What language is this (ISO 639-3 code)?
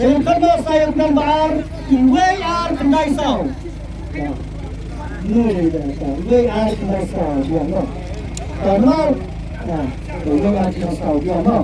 kha